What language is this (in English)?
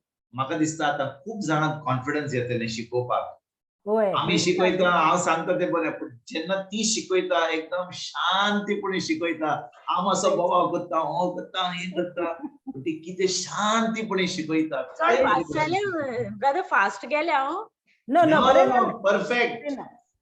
Konkani